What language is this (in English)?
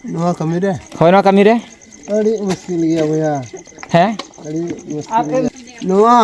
Santali